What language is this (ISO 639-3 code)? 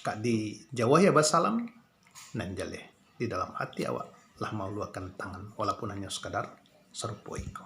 min